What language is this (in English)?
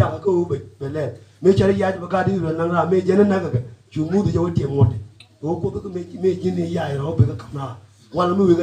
Nuer